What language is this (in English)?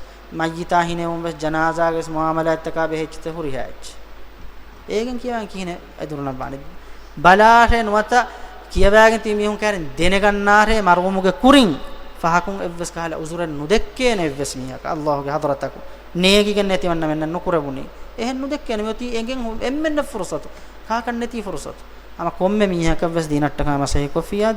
Divehi